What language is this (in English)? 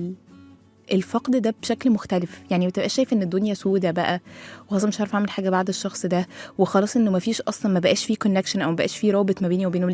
Egyptian Arabic